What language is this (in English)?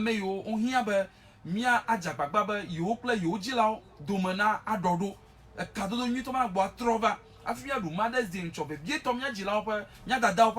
Ewe